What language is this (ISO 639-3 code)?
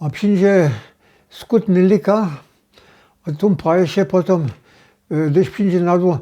hsb